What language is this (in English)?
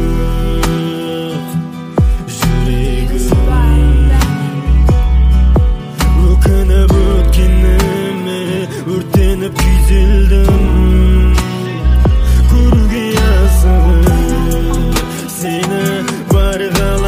Kazakh